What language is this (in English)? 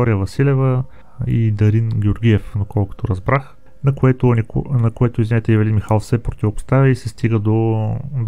Bulgarian